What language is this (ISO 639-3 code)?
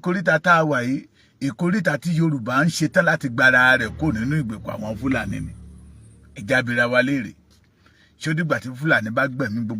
yor